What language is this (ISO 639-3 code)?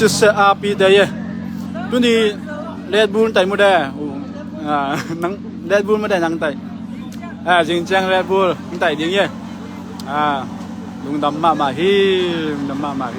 ctd